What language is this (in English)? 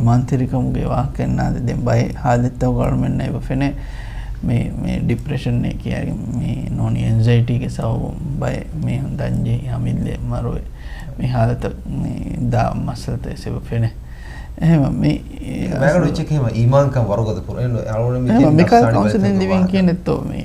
Divehi